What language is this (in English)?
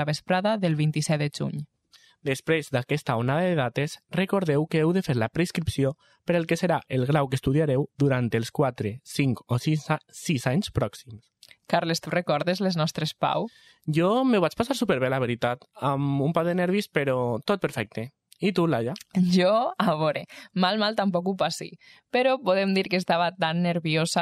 Catalan